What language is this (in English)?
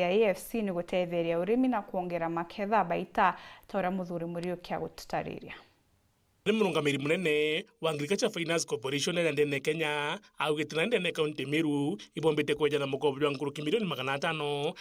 Meru